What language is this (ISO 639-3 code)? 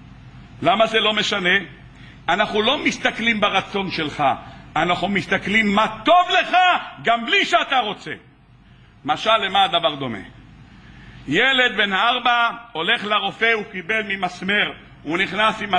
heb